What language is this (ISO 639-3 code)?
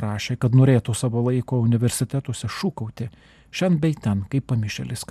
lit